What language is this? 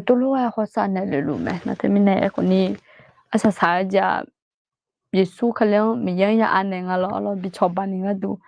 Akha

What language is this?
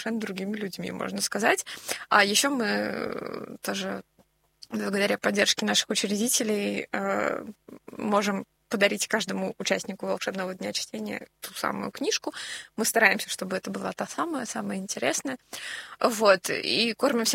Russian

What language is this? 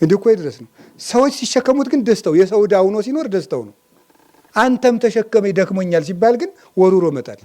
Amharic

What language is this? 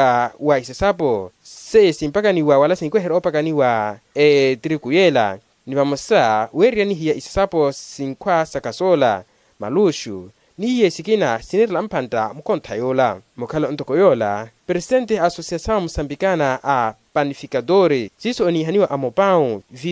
Makhuwa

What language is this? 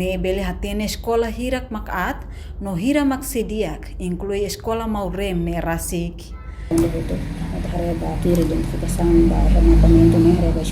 Tetum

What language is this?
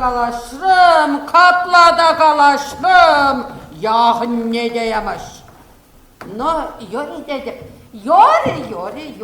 Chuvash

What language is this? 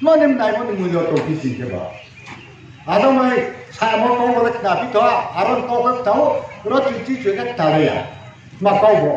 Riang (India)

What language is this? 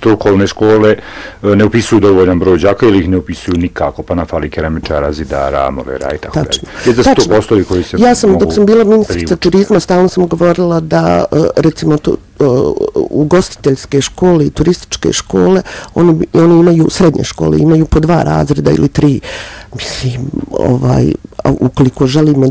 Bosnian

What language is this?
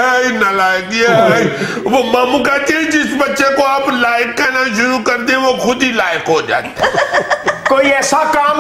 Urdu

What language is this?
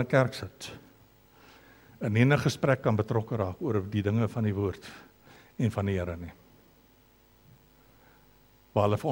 Afrikaans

